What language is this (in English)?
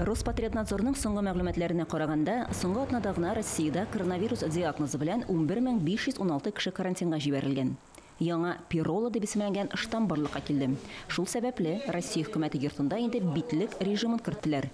Tatar